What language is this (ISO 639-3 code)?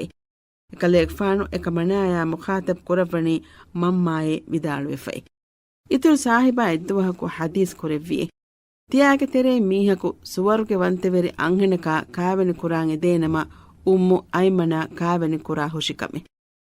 div